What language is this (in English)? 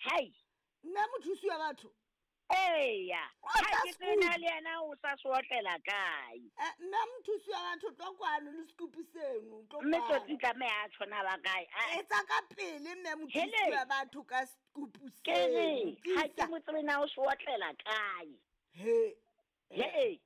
Southern Sotho